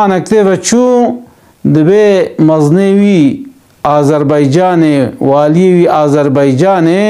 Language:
Kurdish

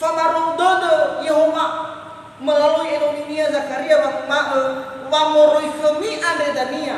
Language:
Nias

